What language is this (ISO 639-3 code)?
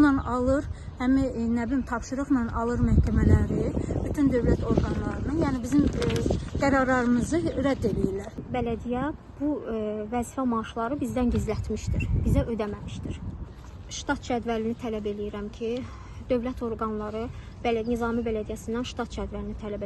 aze